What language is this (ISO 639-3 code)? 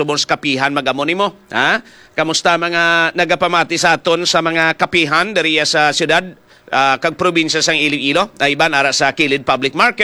hil